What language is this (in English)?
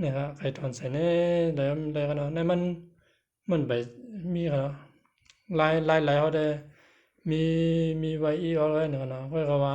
Shan